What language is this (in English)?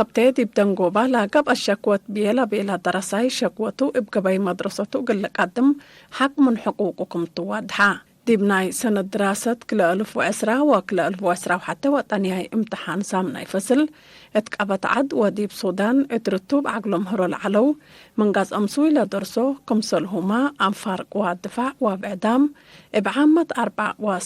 Tigre